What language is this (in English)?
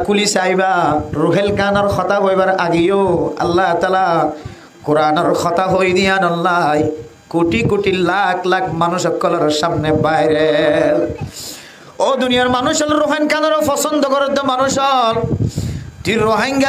Rohingya